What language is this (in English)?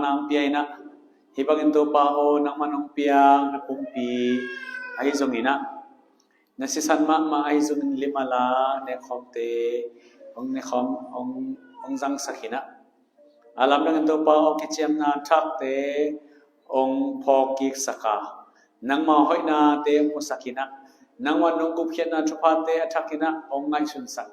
Tedim Chin